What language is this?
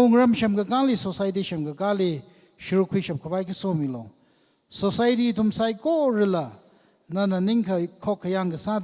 Tangkhul Naga (India)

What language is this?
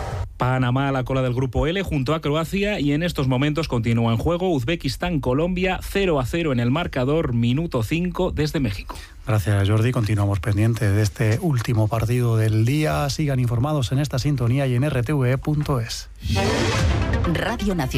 Spanish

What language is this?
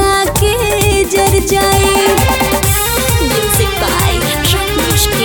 Bhojpuri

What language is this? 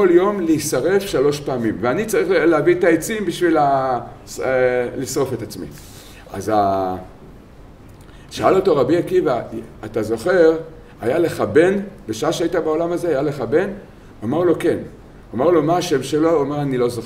Hebrew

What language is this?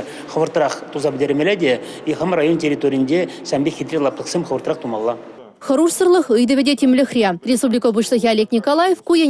Chuvash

